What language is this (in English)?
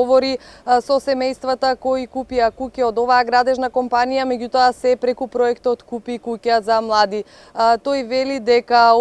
Macedonian